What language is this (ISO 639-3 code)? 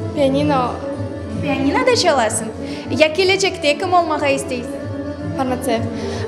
crh